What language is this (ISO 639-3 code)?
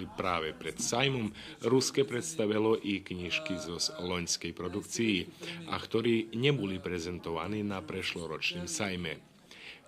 rue